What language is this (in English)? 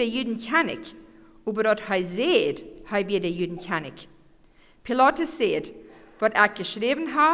Plautdietsch